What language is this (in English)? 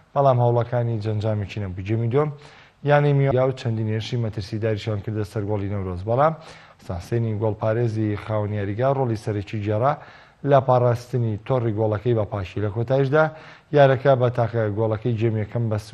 Central Kurdish